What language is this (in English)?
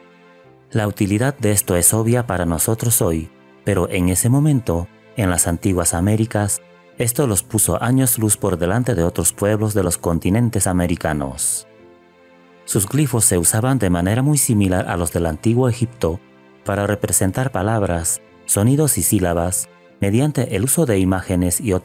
Spanish